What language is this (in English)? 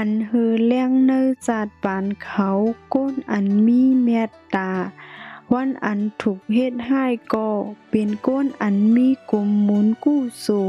Shan